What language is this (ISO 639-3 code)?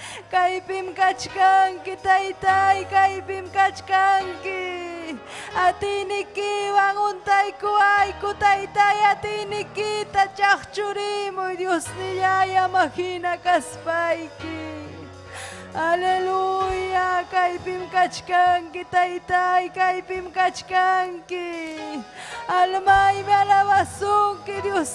quy